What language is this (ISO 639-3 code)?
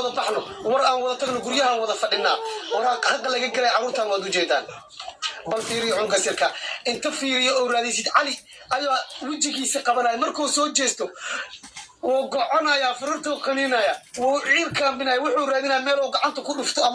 som